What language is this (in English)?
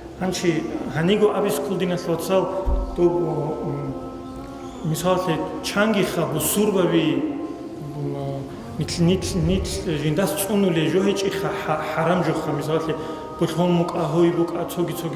Avaric